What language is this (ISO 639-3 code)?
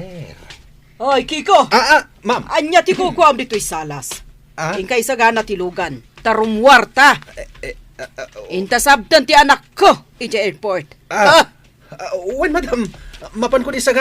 ilo